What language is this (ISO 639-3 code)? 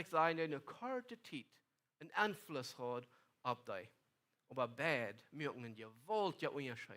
pdt